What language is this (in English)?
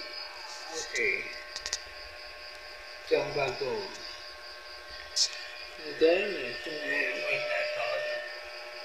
Filipino